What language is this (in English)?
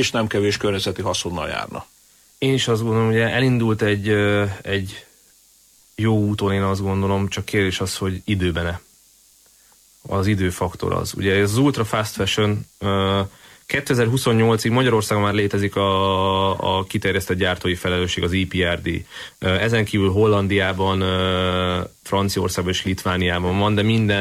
Hungarian